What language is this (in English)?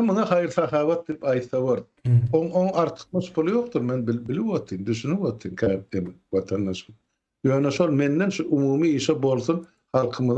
Turkmen